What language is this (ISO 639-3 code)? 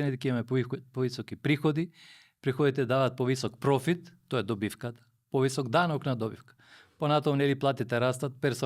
mkd